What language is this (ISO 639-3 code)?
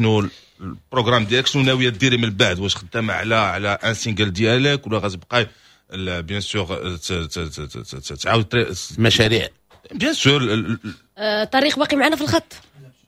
ary